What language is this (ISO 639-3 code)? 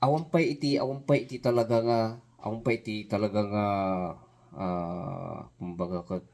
ilo